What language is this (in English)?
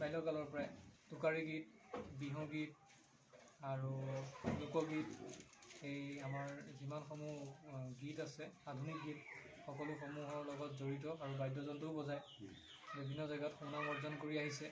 Assamese